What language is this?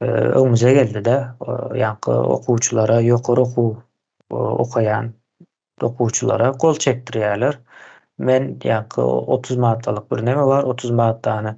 Turkmen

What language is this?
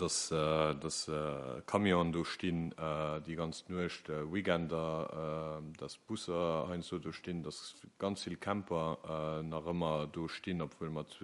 Luxembourgish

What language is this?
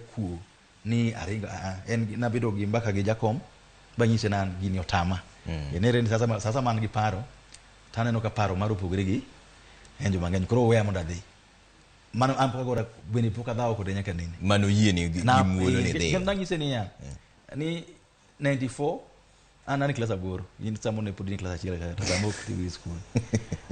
Luo (Kenya and Tanzania)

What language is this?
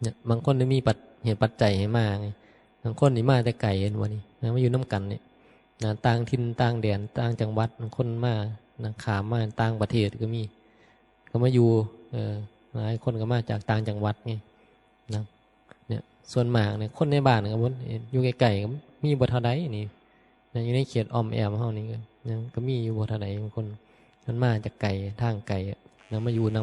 Northeastern Thai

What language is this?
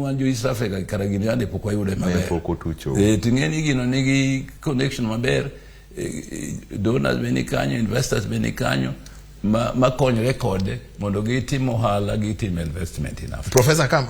Luo (Kenya and Tanzania)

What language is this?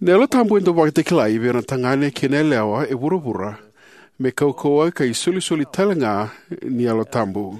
Fijian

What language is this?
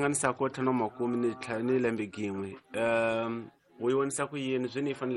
Tsonga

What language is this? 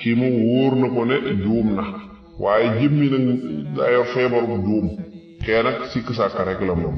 Wolof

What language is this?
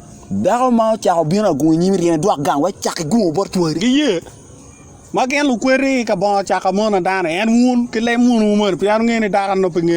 Acoli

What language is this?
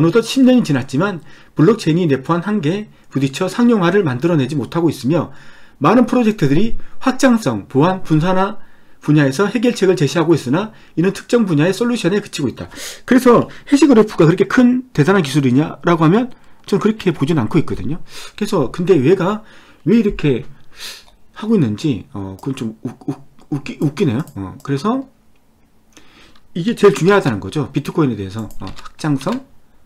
Korean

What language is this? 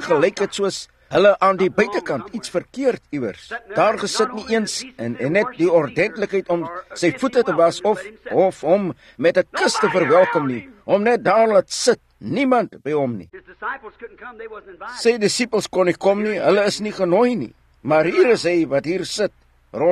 Afrikaans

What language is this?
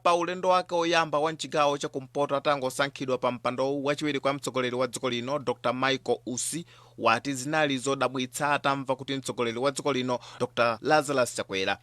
Nyanja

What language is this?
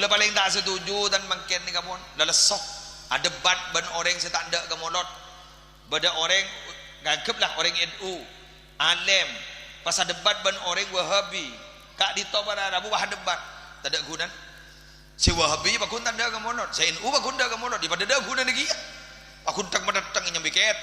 Madurese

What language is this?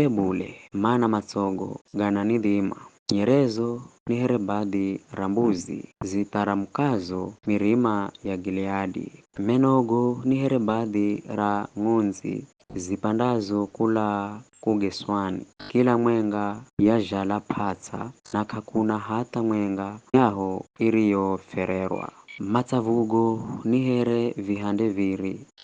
Giryama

